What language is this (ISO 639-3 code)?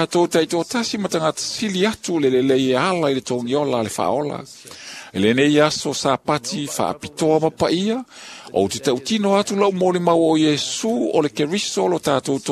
smo